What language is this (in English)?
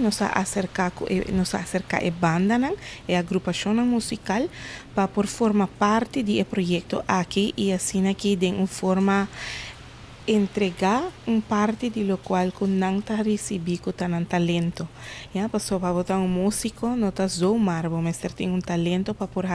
Papiamento